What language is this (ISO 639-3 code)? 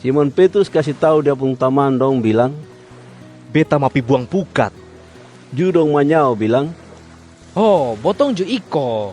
mkn